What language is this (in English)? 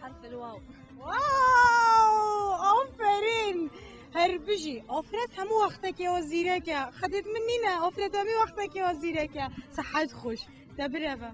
Kurdish